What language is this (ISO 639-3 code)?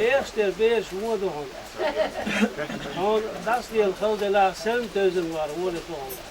che